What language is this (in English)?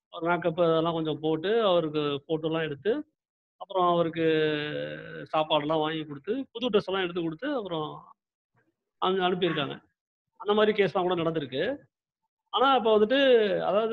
Tamil